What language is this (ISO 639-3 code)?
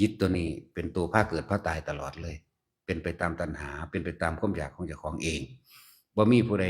tts